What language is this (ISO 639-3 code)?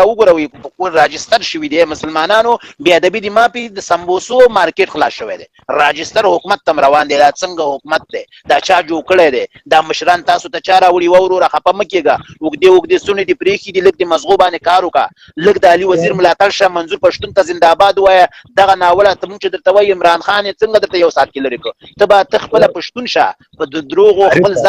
pus